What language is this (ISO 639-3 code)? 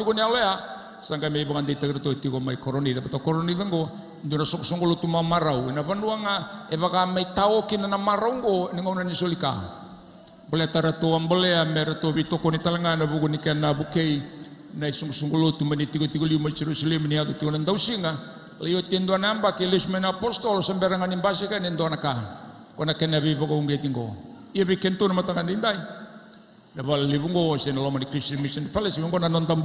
fij